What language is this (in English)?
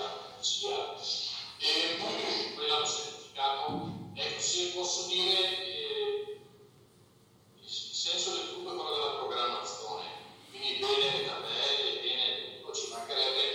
Italian